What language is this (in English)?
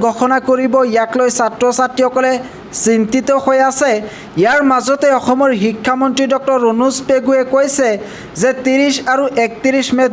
Assamese